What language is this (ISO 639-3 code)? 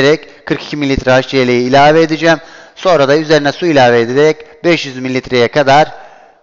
tur